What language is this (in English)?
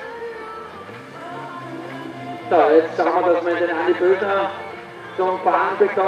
German